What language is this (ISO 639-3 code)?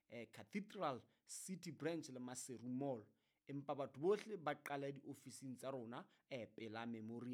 sot